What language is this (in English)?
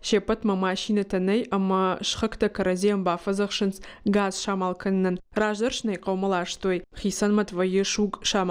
Ossetic